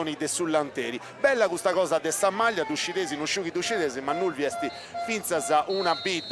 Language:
Sardinian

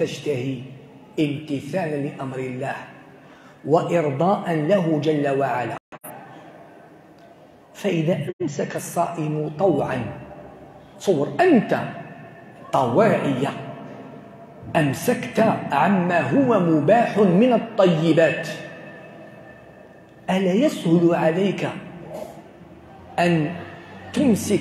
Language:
Algerian Arabic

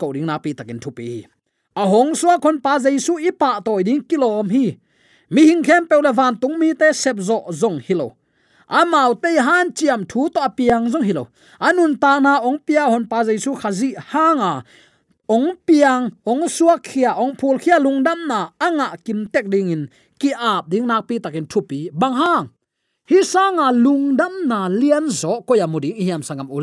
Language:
Tedim Chin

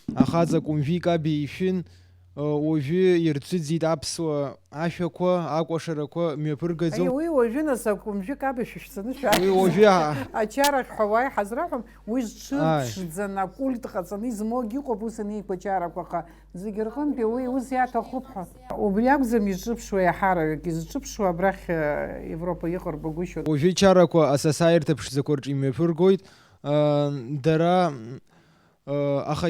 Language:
Abkhazian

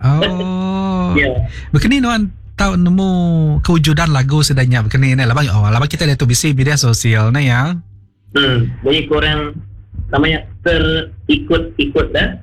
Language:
Iban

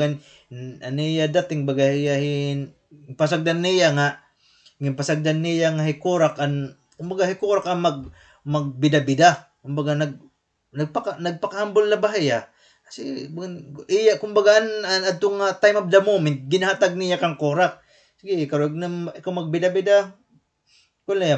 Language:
Waray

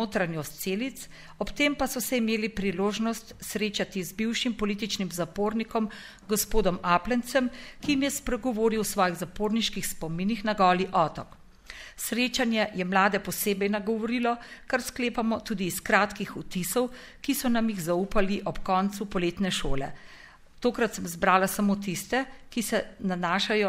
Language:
Slovenian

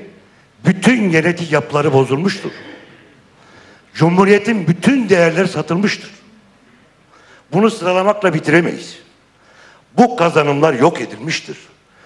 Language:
Turkish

